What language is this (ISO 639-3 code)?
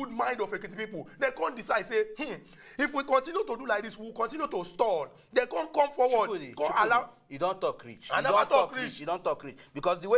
pcm